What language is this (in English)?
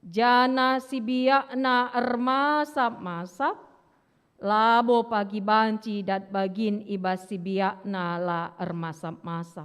Batak Karo